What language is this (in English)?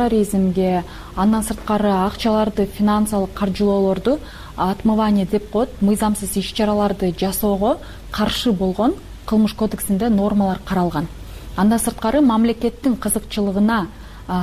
Kyrgyz